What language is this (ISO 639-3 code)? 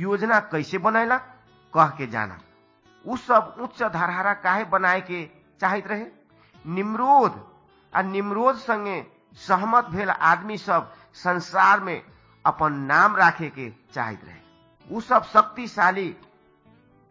bho